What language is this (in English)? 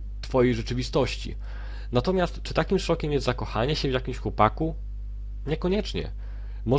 Polish